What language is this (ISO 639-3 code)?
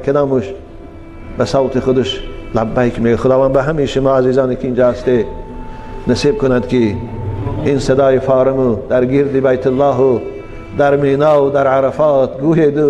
tgk